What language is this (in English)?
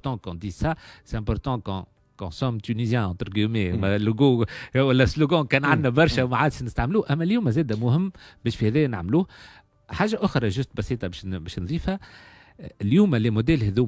Tunisian Arabic